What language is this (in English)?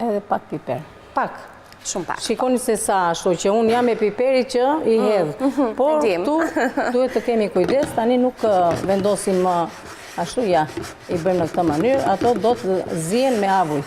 Albanian